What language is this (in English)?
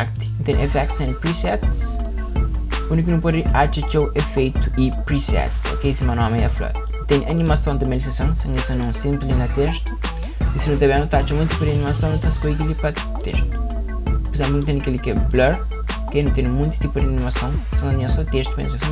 Kabuverdianu